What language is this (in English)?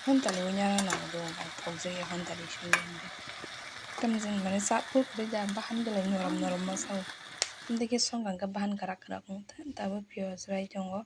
Kok Borok